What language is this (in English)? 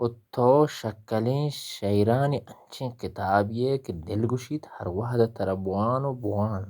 Baluchi